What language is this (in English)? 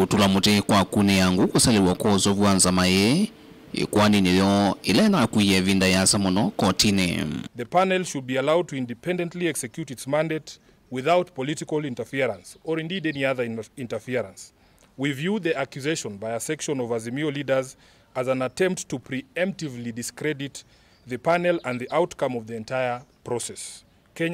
Kamba